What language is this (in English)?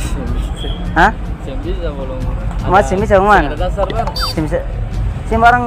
Ambonese Malay